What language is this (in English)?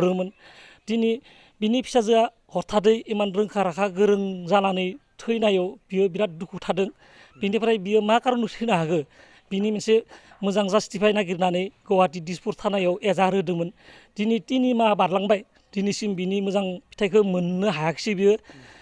Bodo